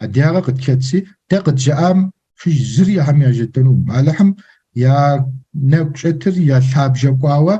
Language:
Kabardian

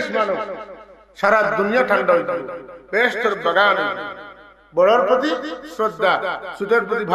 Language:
Sylheti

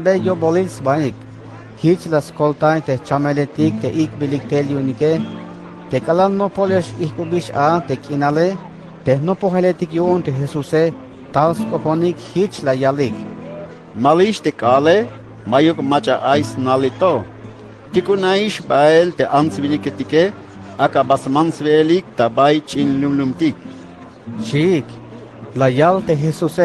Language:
Tzeltal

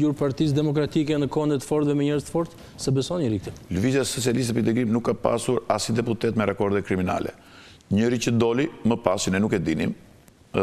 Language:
Albanian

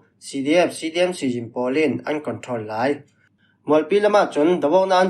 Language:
Falam Chin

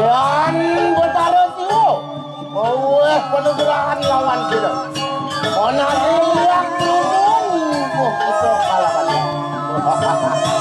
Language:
Balinese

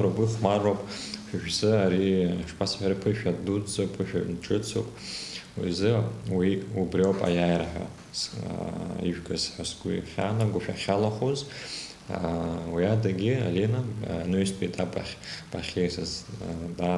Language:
Abkhazian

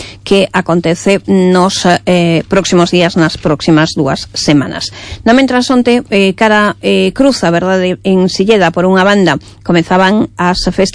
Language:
Galician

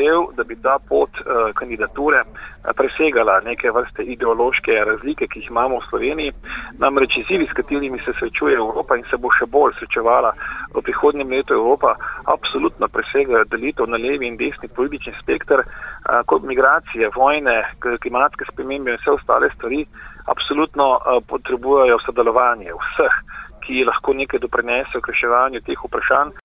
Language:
Slovenian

